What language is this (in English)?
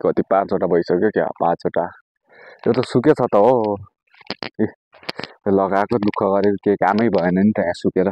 Nepali